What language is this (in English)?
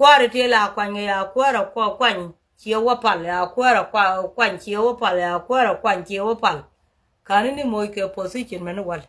Nuer